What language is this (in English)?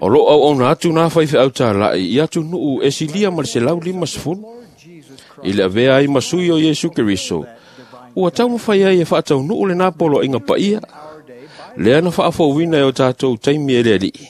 Samoan